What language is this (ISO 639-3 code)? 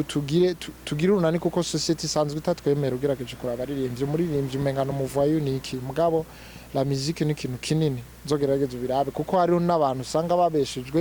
run